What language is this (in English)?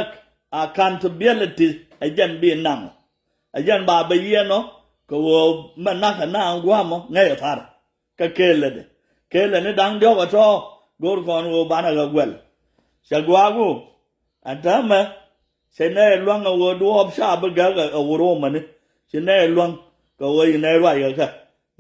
Nuer